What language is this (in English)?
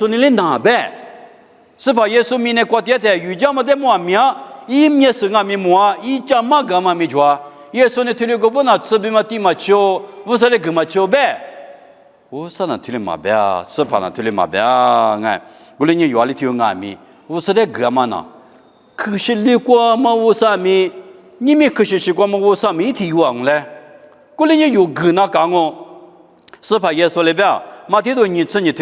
Lisu